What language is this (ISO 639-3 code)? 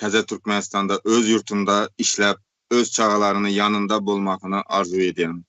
tuk